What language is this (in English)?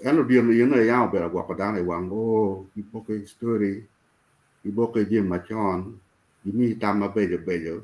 Acoli